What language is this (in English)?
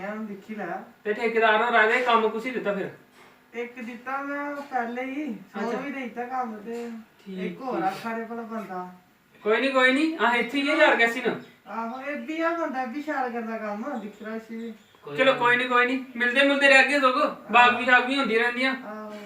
Dogri